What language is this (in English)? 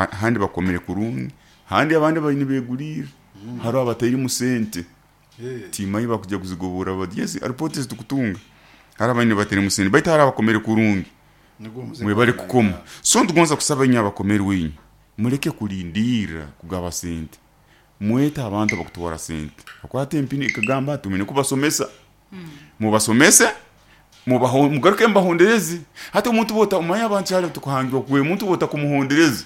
Nyoro